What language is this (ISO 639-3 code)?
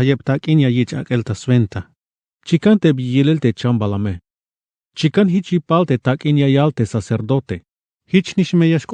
tzh